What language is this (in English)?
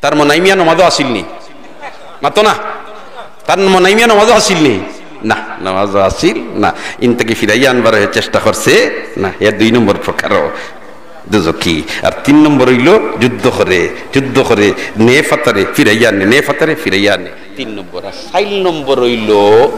Sylheti